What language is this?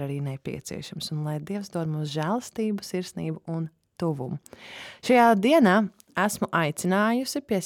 Latvian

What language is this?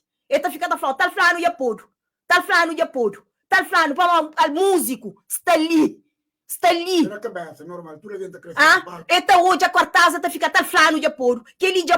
Kabuverdianu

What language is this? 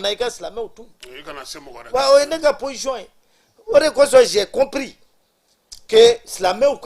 Bambara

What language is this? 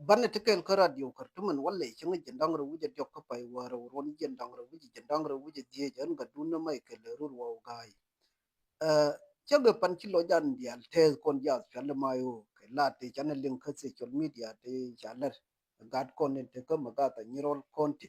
Nuer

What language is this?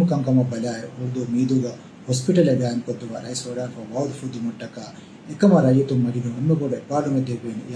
Divehi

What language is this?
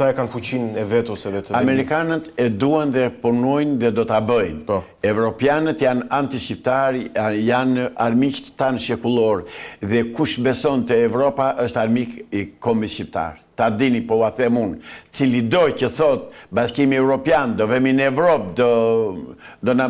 Albanian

